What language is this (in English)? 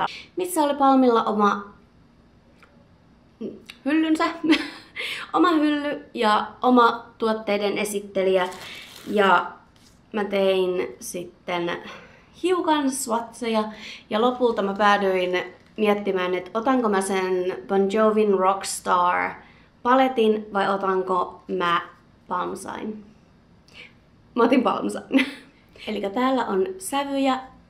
Finnish